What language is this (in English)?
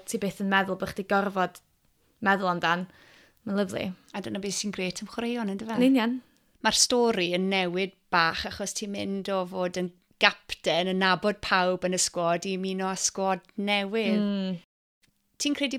Welsh